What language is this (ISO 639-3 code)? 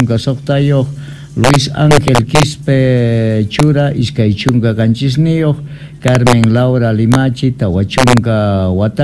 que